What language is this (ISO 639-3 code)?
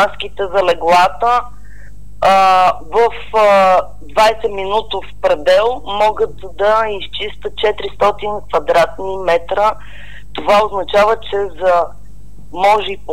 bul